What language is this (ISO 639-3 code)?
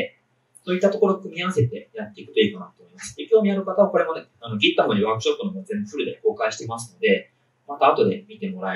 jpn